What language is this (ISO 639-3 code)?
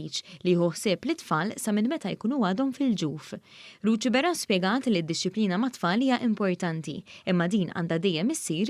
mlt